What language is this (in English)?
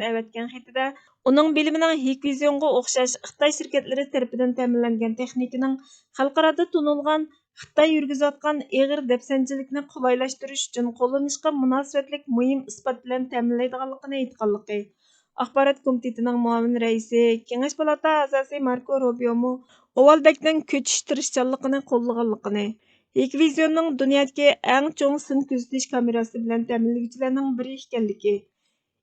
Uyghur